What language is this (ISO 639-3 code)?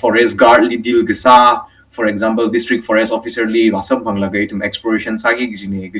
nmf